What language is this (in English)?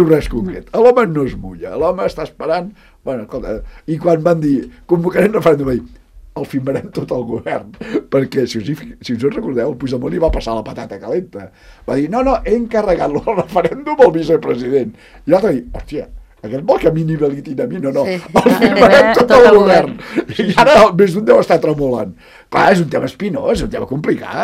Catalan